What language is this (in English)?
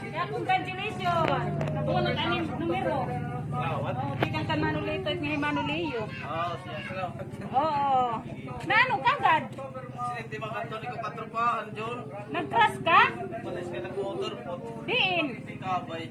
Waray